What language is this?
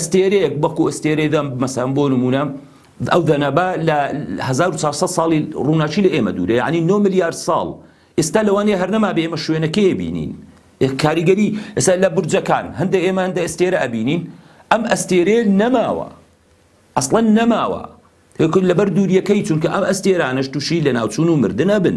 Central Kurdish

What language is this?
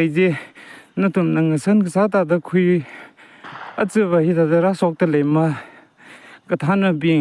Tangkhul Naga (India)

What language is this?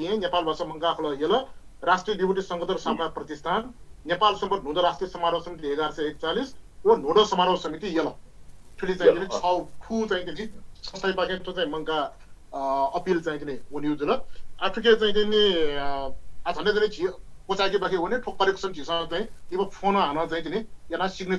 Newari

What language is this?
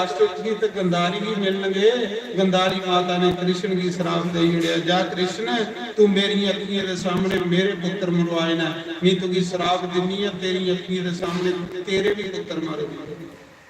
Dogri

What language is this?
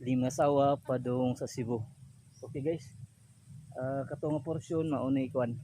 Cebuano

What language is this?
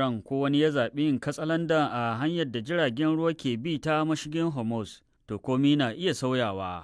Hausa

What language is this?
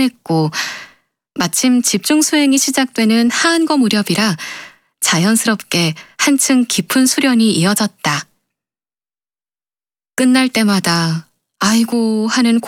Korean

